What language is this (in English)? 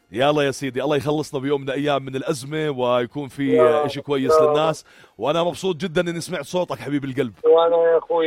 North Levantine Arabic